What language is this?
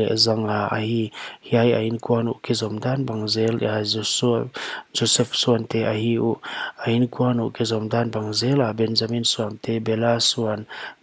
Paite Chin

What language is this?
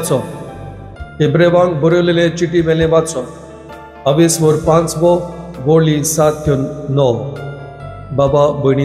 Konkani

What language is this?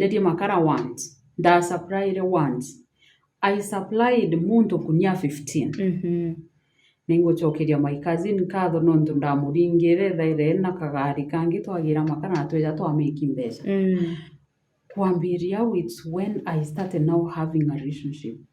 Meru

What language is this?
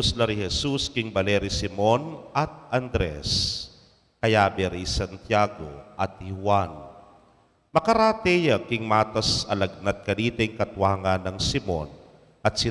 Pampanga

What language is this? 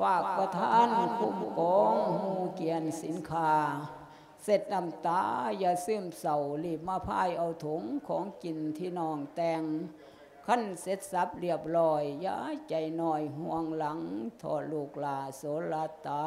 Lao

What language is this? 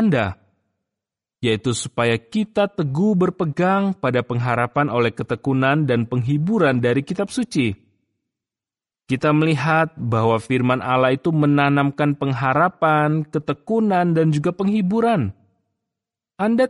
Indonesian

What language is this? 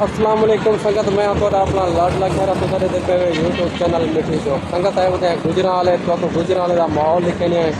Saraiki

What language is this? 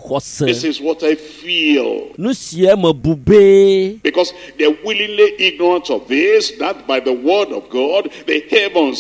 Ewe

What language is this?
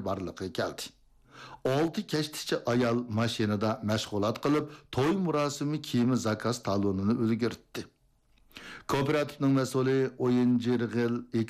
Uyghur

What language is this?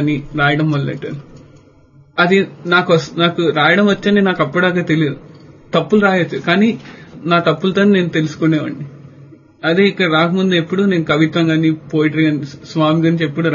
Telugu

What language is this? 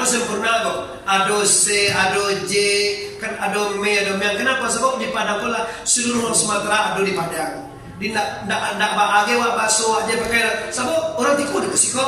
Minangkabau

